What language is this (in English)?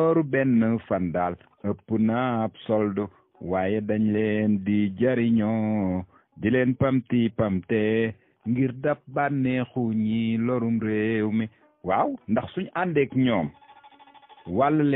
Wolof